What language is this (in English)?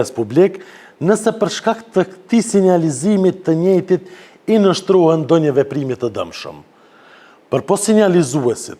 Albanian